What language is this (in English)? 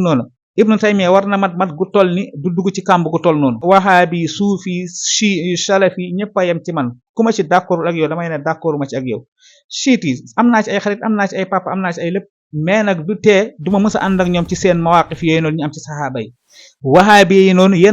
Wolof